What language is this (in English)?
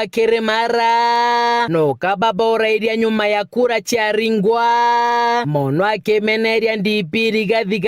Meru